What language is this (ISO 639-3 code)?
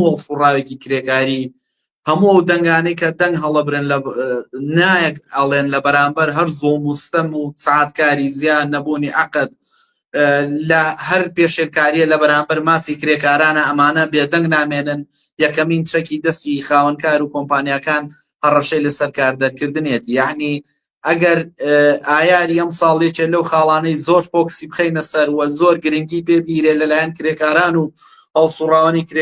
ckb